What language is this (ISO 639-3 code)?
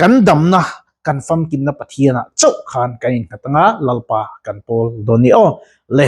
lus